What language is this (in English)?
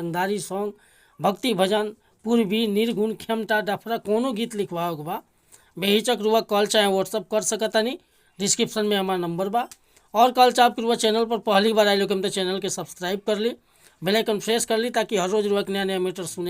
Bhojpuri